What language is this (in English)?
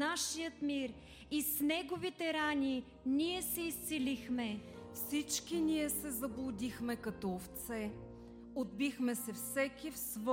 Bulgarian